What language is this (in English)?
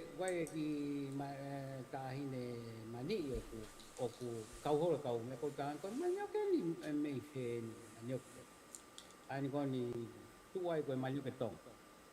Tongan